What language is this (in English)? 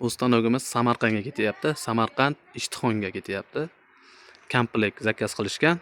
Uzbek